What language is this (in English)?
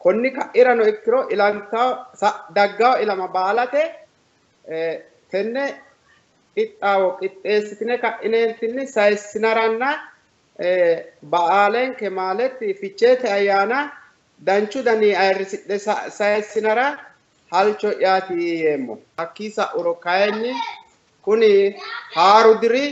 Sidamo